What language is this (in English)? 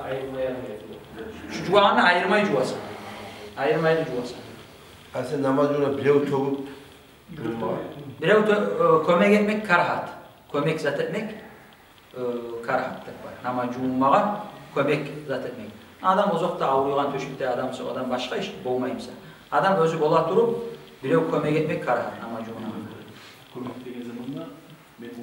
Kumyk